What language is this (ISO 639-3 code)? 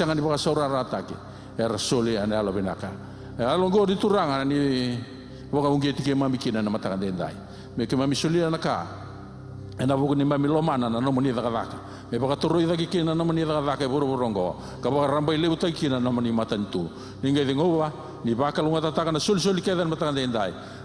fij